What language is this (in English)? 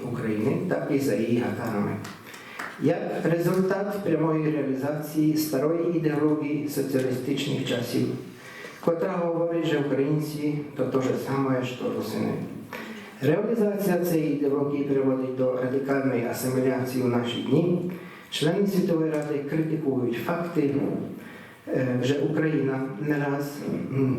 Rusyn